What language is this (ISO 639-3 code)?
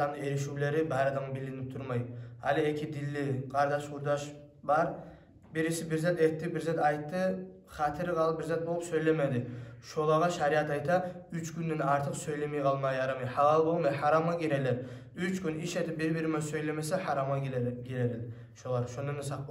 kum